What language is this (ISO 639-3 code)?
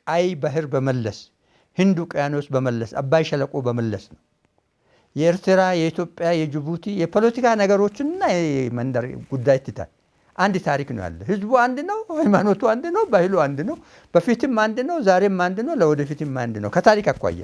amh